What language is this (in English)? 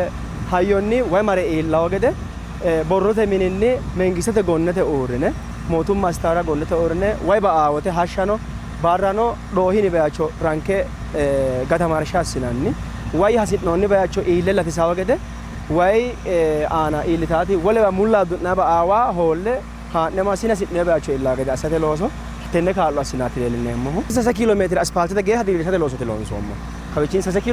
Sidamo